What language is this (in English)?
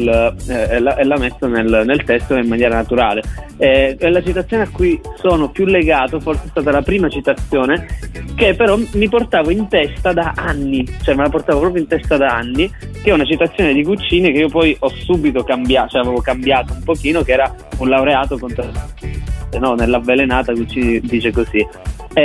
Italian